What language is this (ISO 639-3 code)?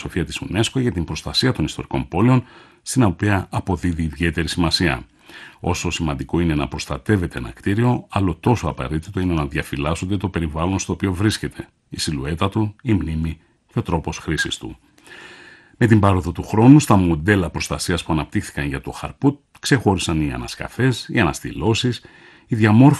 ell